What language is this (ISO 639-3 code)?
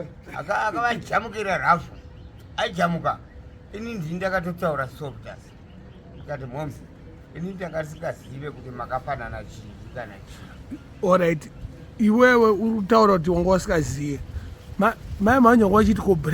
sna